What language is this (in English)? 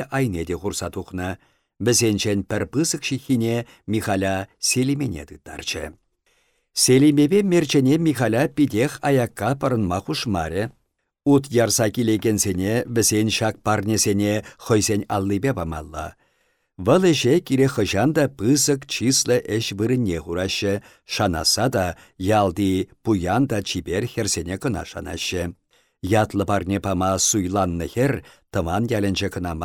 Chuvash